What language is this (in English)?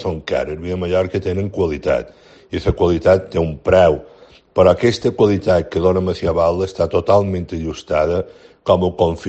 Catalan